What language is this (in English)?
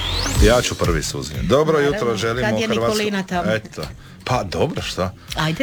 Croatian